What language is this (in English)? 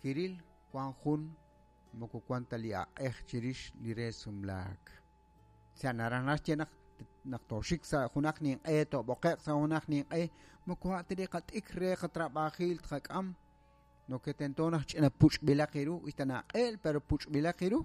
Kekchí